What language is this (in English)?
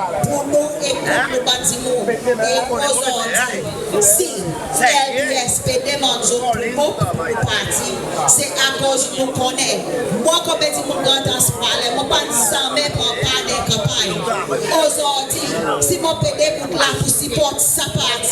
Seselwa Creole French